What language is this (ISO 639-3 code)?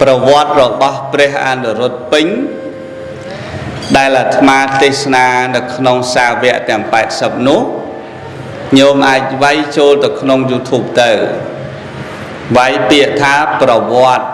khm